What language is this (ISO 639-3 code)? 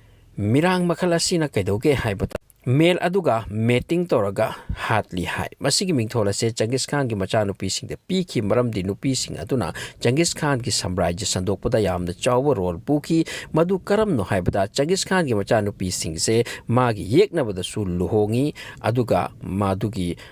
mni